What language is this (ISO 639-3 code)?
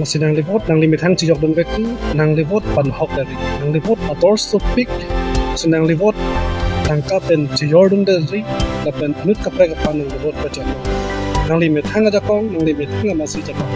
mjw